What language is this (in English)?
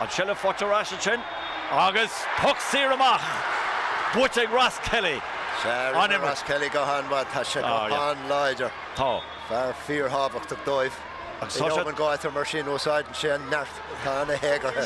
Irish